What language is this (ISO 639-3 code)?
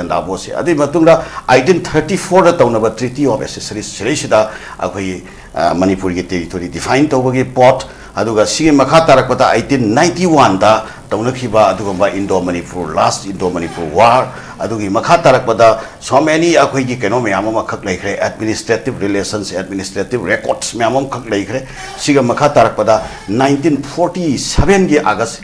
mni